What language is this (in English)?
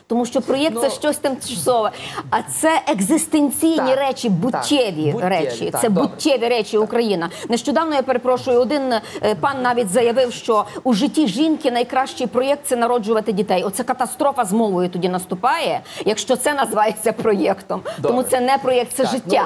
Ukrainian